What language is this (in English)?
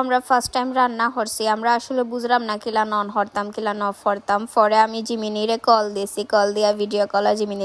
Sylheti